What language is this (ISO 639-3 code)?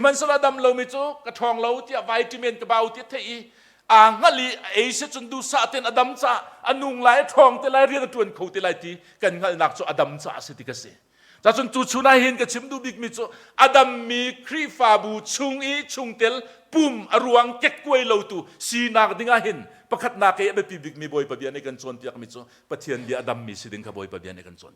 cnh